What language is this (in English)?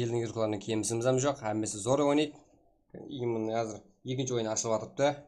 Kara-Kalpak